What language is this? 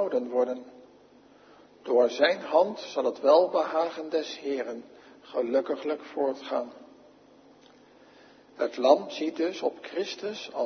Dutch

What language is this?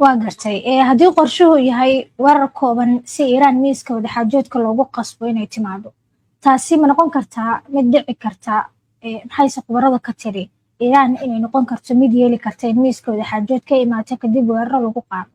Somali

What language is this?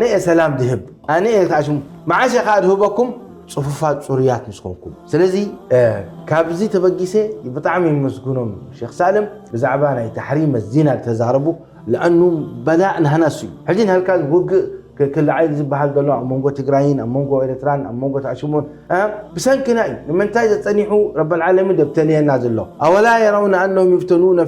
Tigrinya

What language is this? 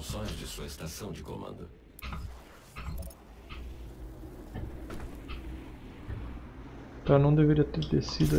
Portuguese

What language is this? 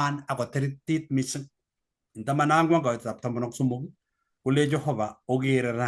Kalenjin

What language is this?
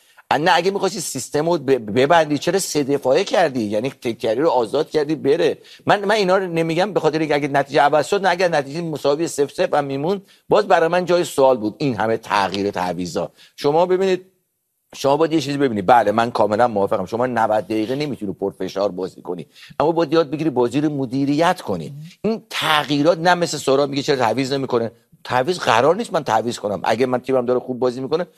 Persian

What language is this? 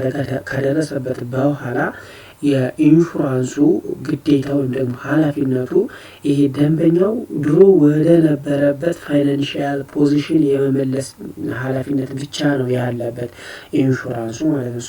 Amharic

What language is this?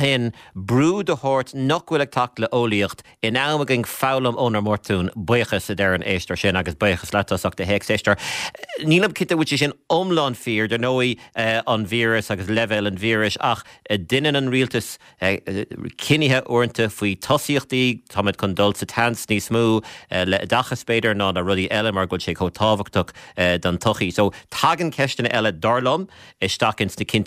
Irish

